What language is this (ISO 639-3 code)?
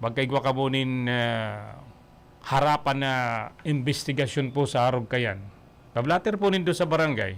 bik